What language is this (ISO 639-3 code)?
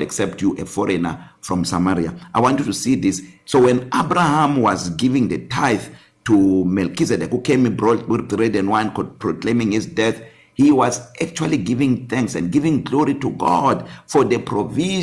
eng